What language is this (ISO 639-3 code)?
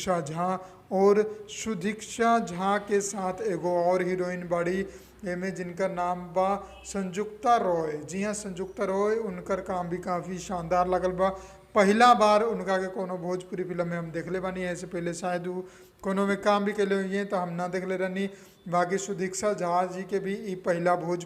bho